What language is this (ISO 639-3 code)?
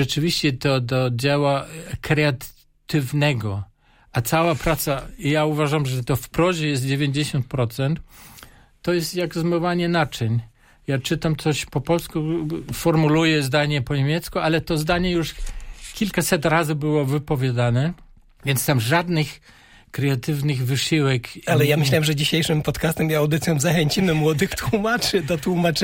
pol